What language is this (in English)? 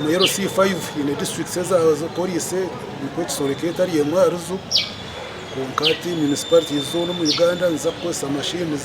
Nyankole